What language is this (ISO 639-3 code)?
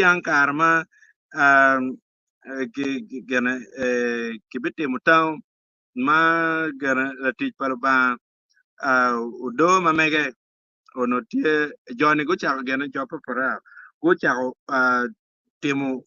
ach